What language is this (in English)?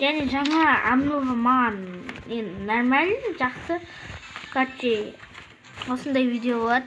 Kazakh